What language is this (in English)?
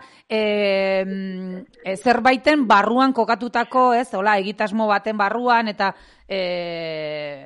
Basque